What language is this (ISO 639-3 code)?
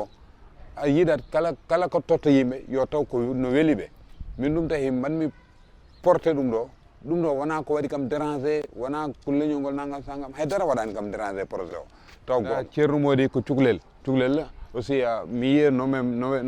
ful